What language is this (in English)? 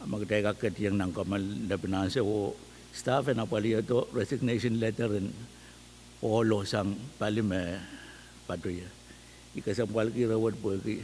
Pohnpeian